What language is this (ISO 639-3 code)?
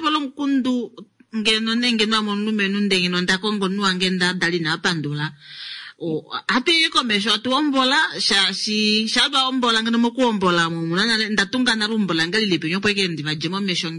kua